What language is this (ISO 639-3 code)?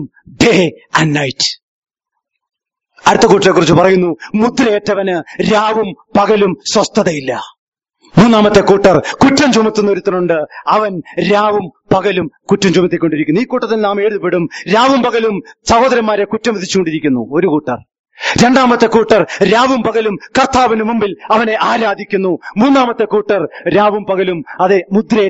mal